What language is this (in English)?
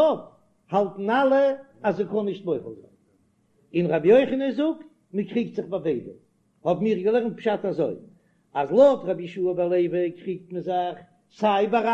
Yiddish